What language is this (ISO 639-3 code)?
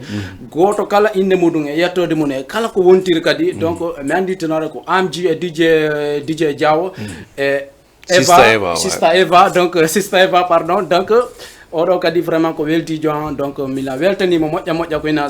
ful